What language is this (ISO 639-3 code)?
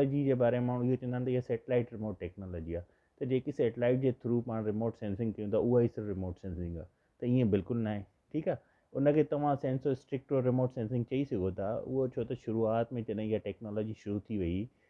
snd